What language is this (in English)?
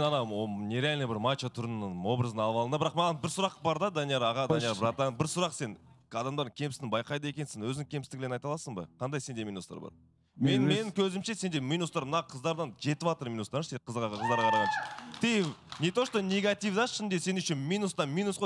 Kazakh